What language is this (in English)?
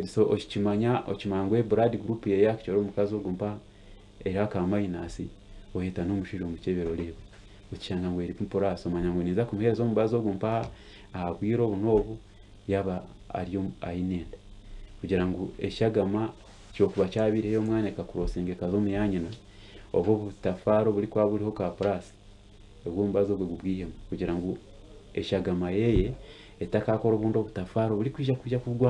Nyankole